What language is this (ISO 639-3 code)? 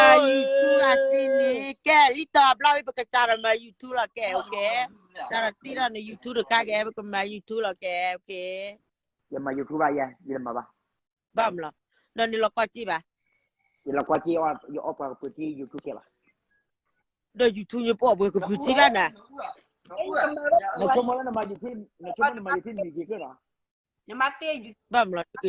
ksw